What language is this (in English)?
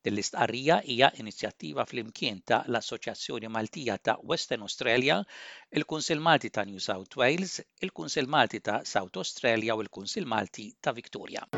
Maltese